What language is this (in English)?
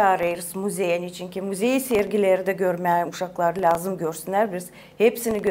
Gagauz